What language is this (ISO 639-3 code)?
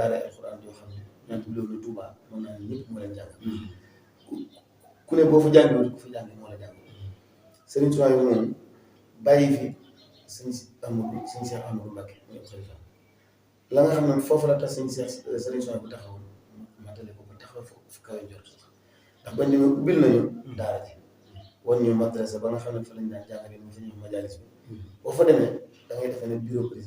wol